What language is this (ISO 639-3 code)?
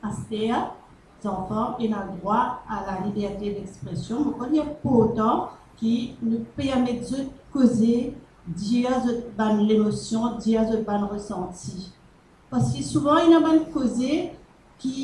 mfe